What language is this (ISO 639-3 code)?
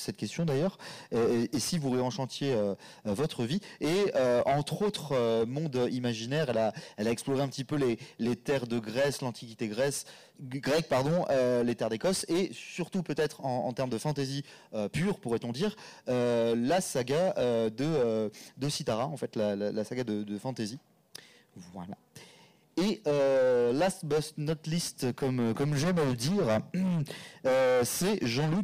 fra